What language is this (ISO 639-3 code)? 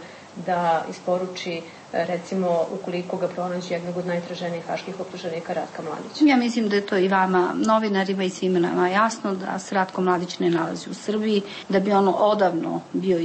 srp